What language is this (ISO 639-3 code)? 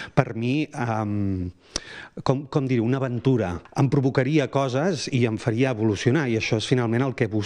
cat